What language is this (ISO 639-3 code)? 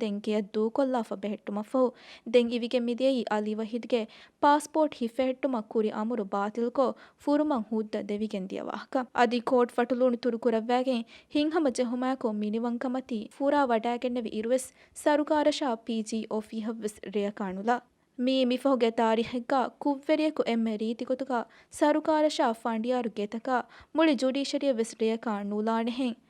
div